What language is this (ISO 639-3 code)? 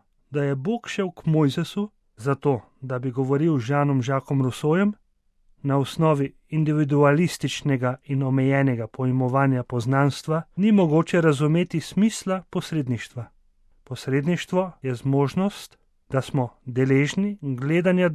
slv